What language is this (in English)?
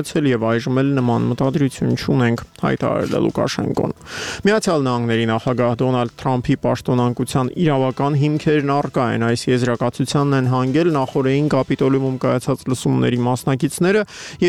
Armenian